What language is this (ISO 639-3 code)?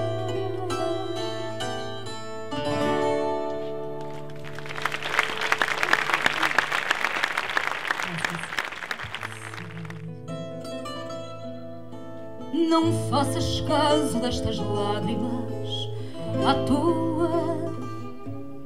por